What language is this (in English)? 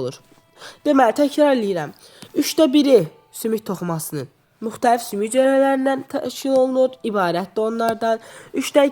Azerbaijani